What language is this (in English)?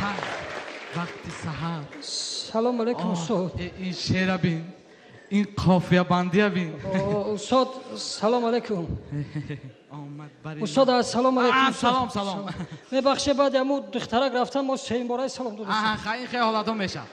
Tajik